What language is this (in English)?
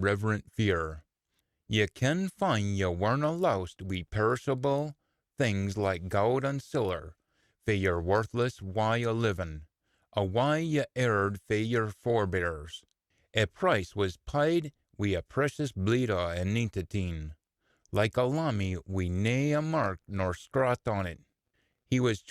Scots